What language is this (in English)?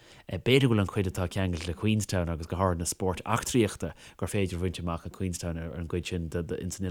Irish